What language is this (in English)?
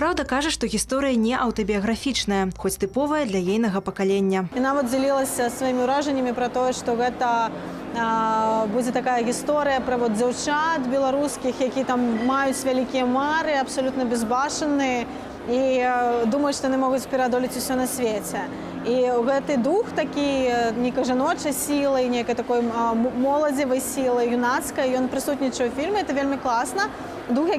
Belarusian